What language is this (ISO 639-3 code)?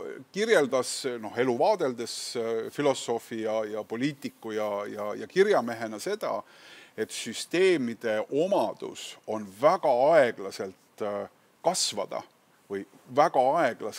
est